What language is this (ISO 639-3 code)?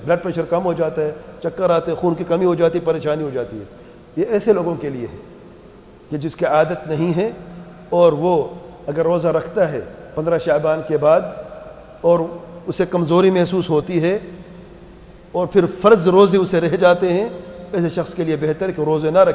urd